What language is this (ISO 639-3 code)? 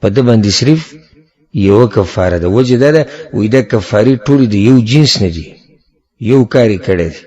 pus